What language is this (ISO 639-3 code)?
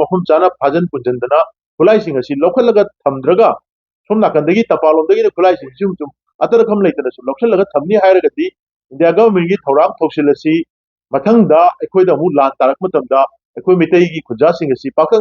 mni